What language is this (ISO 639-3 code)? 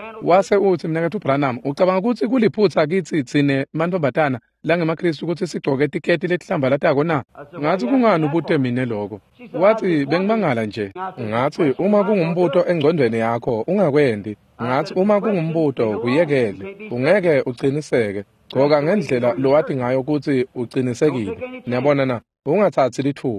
ssw